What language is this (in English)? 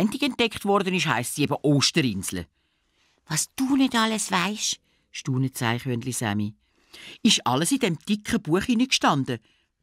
Swiss German